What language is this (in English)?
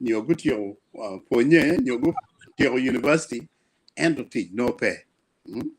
Acoli